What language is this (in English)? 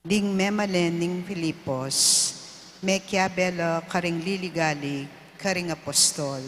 Pampanga